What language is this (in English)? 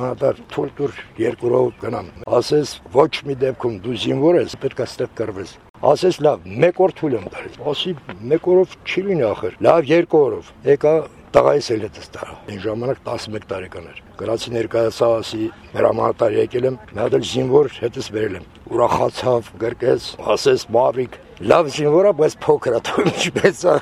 Armenian